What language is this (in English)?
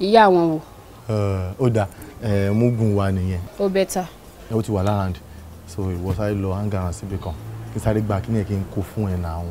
Yoruba